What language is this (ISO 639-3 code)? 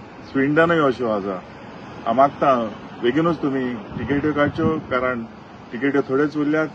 kok